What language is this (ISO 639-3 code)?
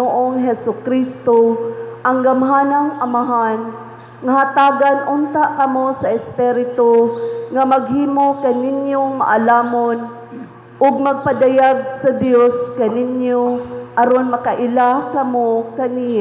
ceb